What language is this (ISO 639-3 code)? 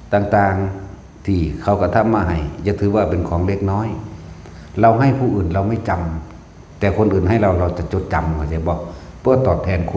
tts